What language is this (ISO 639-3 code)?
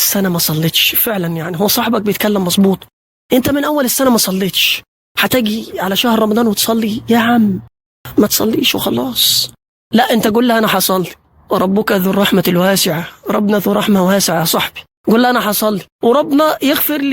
arz